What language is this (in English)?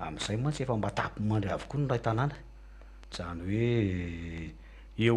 Malagasy